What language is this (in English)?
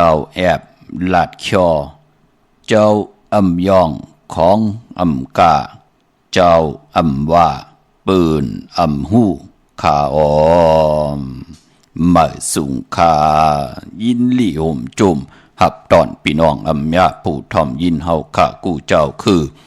Shan